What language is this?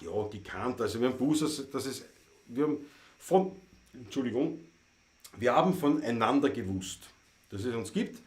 Bavarian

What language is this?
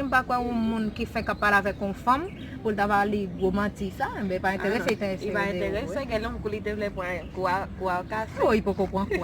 Haitian Creole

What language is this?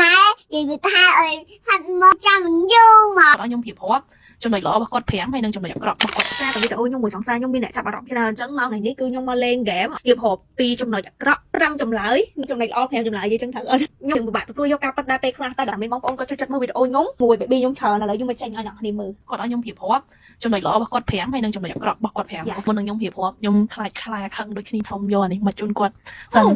Khmer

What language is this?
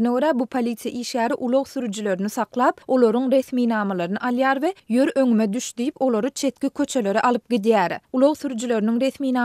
Turkmen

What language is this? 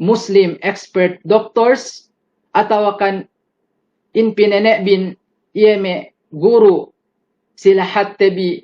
Yakan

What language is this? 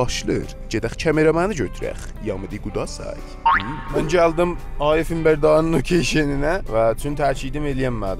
South Azerbaijani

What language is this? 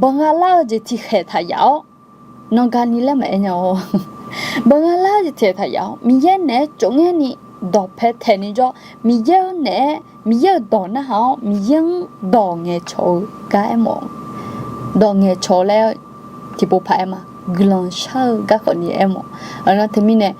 Akha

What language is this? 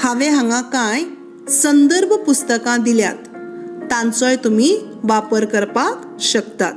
Konkani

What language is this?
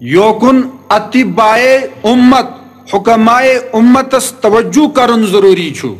Kashmiri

